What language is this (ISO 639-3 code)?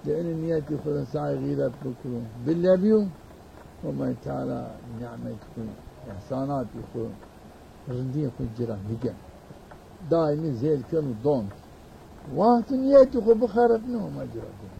zza